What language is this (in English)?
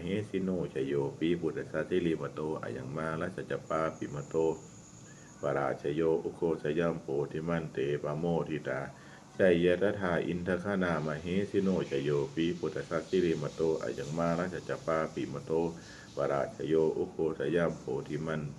Pali